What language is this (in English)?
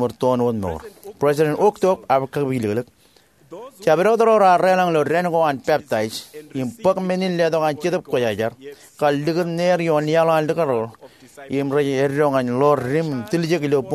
Marshallese